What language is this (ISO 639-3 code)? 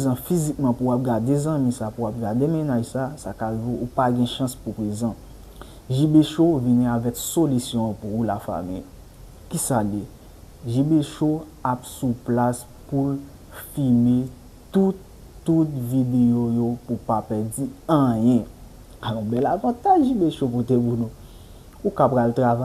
hat